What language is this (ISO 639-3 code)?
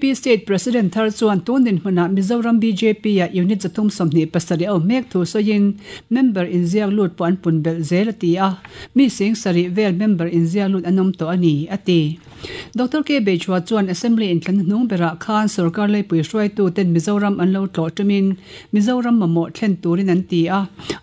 lus